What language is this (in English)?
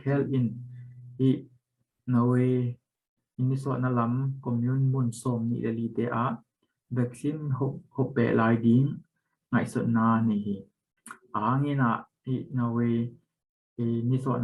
Tedim Chin